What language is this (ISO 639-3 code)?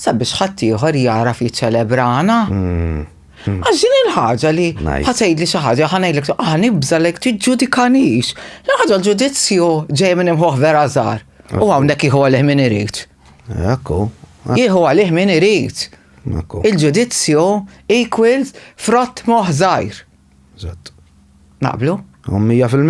mlt